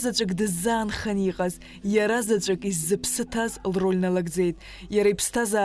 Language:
Abkhazian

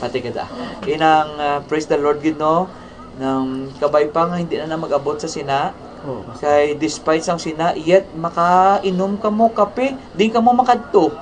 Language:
Hiligaynon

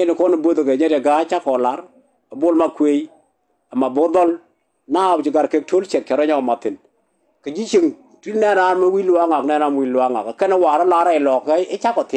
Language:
Nuer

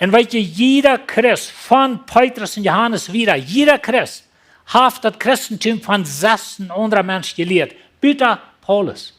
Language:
Plautdietsch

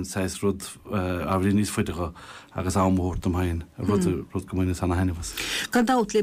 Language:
Irish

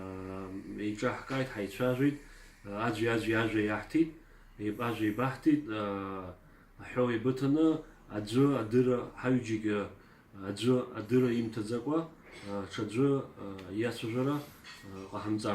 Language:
Abkhazian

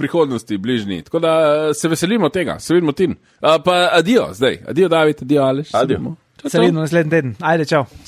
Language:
Slovenian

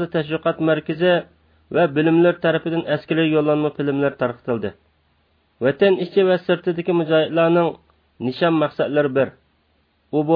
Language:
Uyghur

